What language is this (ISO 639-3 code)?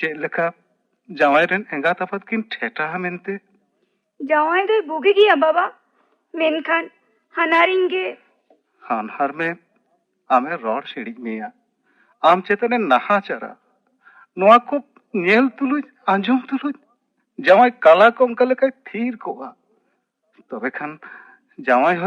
sat